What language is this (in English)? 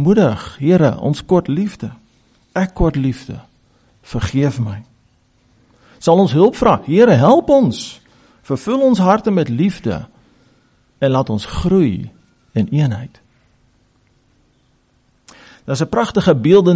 Afrikaans